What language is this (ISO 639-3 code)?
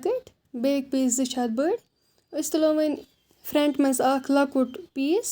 kas